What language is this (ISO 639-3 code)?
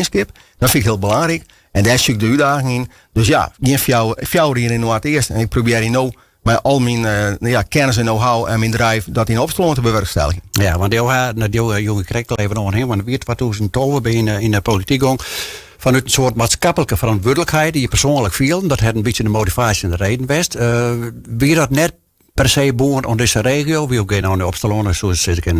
fry